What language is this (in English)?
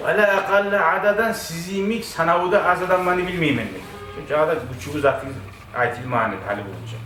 Kumyk